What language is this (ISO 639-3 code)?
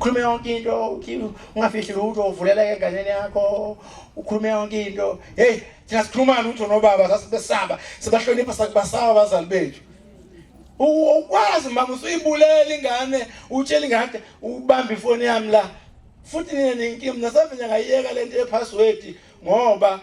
zul